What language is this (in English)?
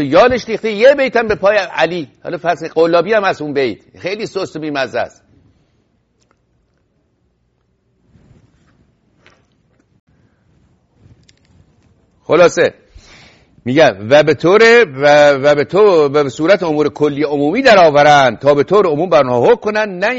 Persian